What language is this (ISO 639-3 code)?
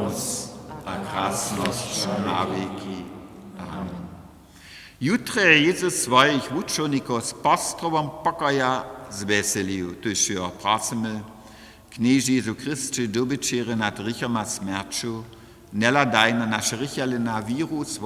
hsb